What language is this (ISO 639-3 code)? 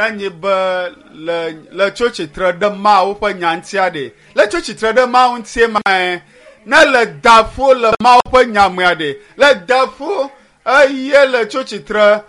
ewe